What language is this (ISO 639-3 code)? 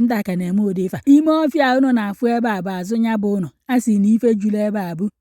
ibo